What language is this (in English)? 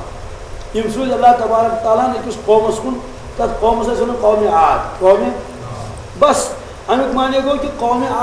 Kashmiri